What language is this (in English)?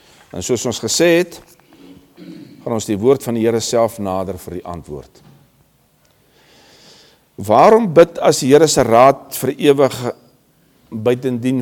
Afrikaans